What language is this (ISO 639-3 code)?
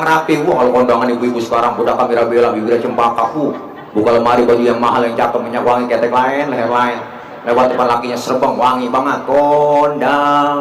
bew